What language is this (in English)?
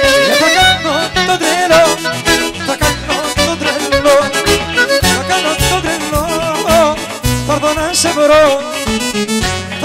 Greek